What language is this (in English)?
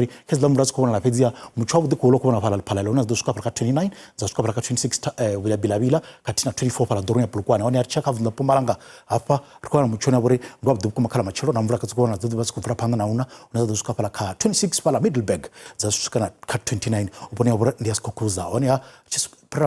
Venda